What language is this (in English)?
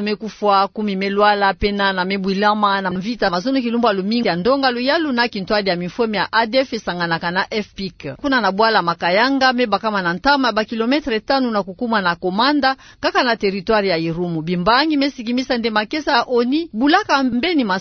Kituba (Democratic Republic of Congo)